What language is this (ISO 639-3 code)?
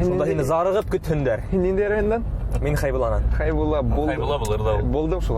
bak